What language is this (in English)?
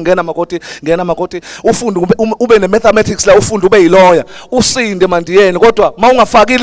Zulu